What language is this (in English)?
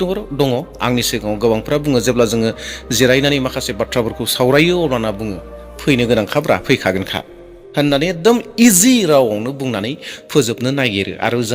Bodo